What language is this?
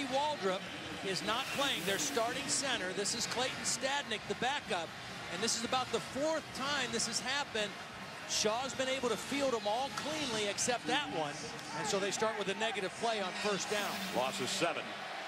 English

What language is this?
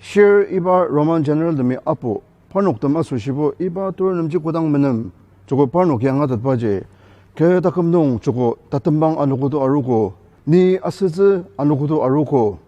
Ao Naga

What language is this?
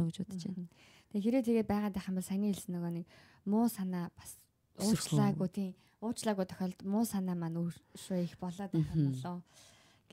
Mongolian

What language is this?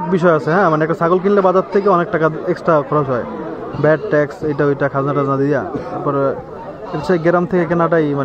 Bangla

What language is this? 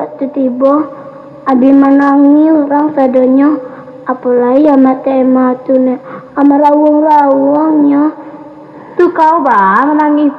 Minangkabau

